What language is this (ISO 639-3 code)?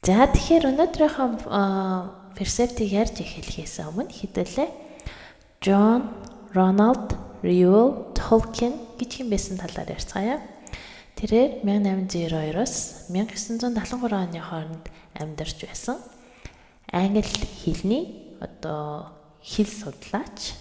mon